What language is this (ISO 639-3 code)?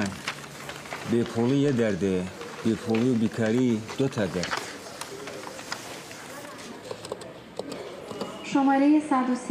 fas